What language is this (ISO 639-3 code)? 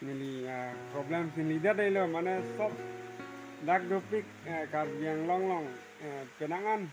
mjw